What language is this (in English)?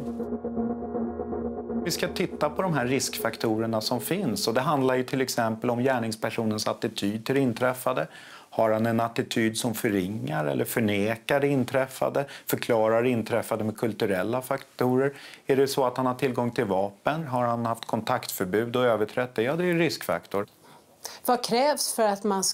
Swedish